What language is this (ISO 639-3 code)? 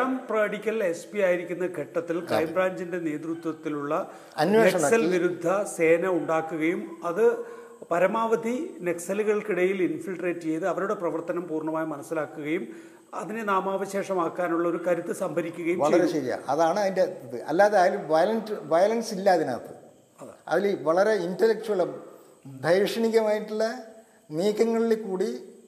mal